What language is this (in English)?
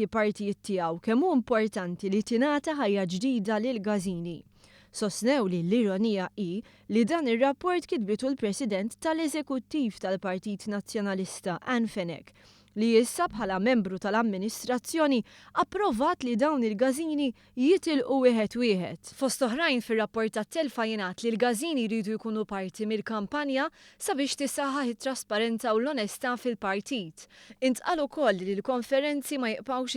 Maltese